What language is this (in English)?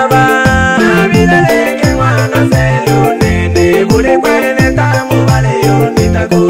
Swahili